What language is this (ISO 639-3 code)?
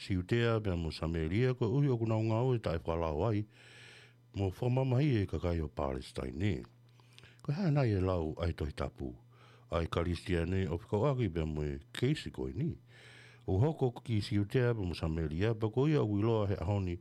ton